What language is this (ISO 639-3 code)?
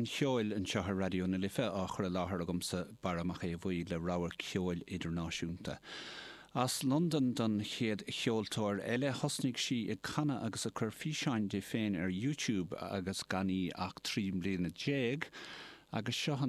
gle